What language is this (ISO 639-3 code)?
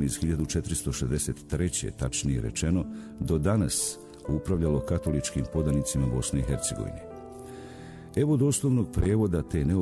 bos